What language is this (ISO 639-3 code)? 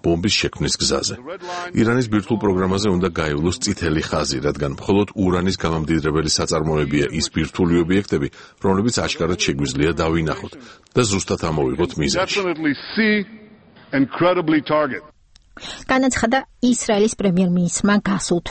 kat